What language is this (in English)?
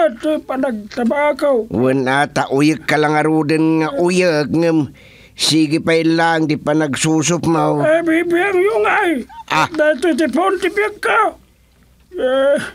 Iloko